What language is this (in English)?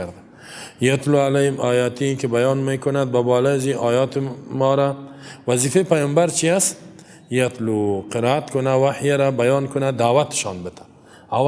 Tajik